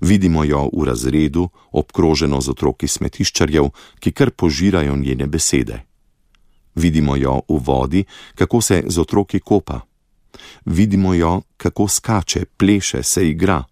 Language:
Slovenian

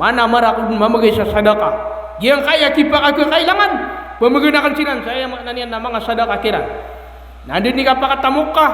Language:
Maranao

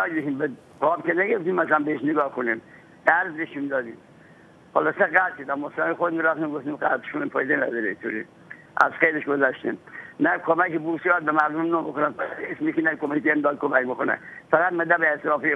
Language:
Persian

